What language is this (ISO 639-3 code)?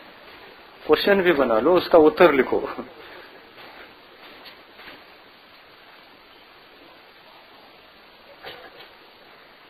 hin